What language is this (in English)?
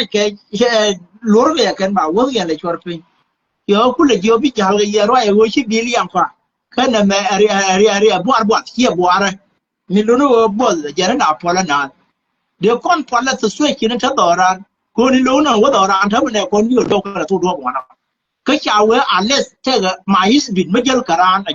Nuer